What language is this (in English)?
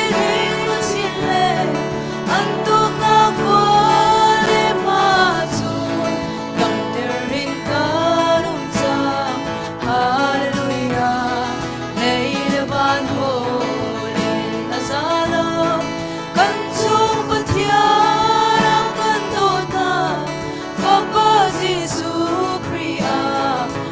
Hakha Chin